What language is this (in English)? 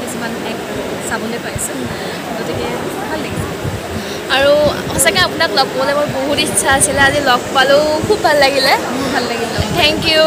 Assamese